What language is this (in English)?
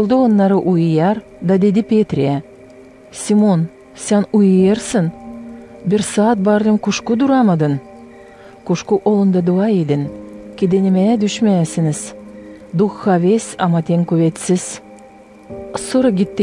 Gagauz